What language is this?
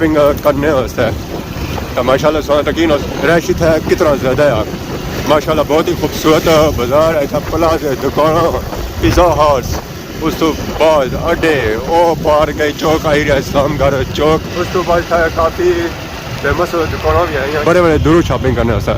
Pahari-Potwari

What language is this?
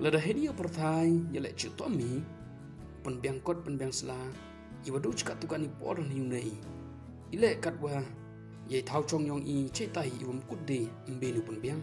Pnar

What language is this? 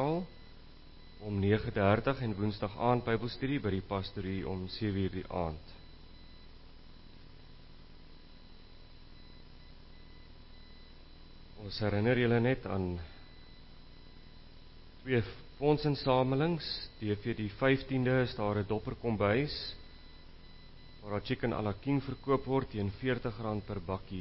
Afrikaans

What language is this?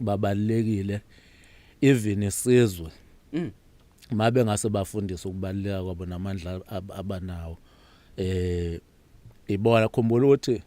Zulu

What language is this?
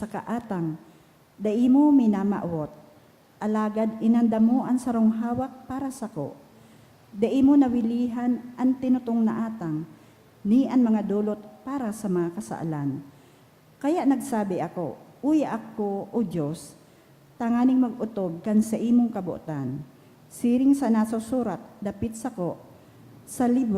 Bikol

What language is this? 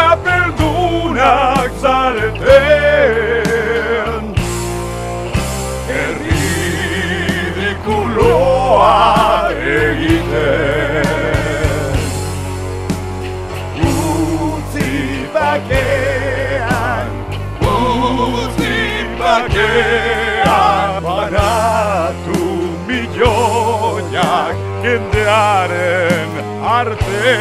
Basque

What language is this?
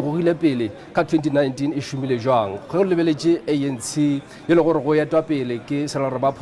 Northern Sotho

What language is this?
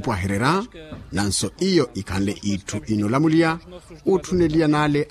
Makhuwa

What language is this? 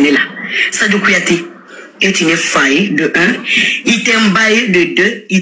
Bambara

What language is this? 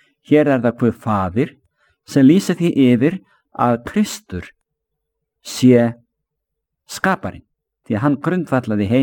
Icelandic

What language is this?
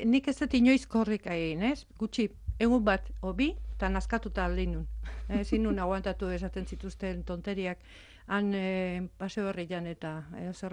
Basque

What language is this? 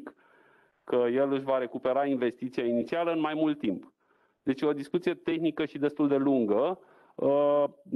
Romanian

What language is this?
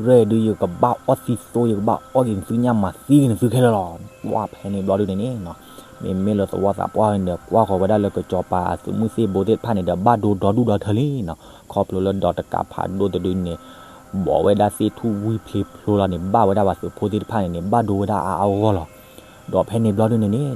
S'gaw Karen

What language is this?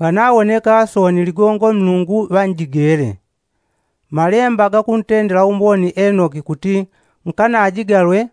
Yao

